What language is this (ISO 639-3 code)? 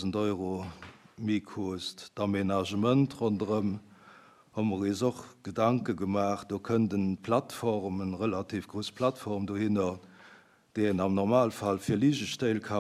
ltz